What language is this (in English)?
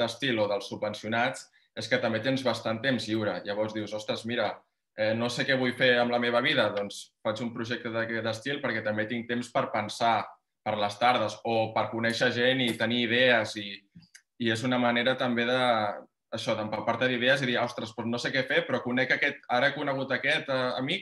Catalan